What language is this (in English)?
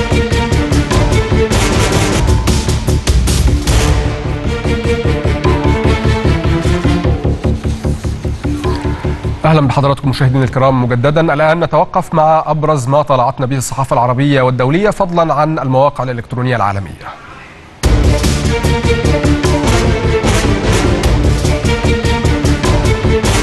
Arabic